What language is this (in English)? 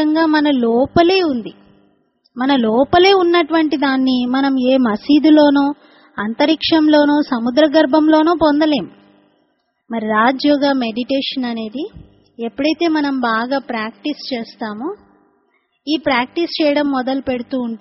Telugu